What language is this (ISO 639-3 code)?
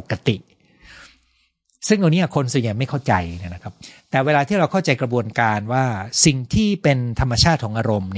tha